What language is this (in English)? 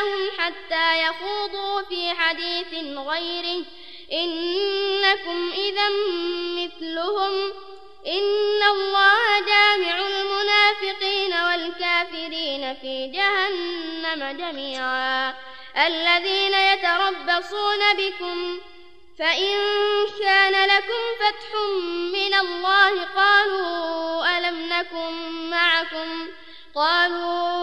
Arabic